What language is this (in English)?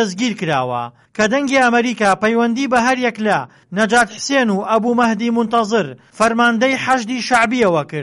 Central Kurdish